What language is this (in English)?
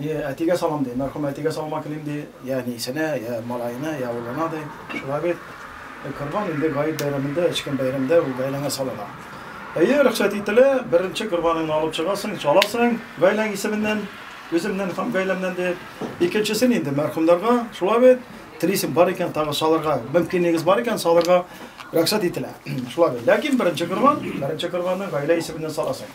Tatar